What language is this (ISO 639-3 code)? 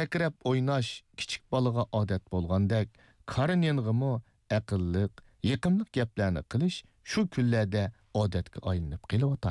uig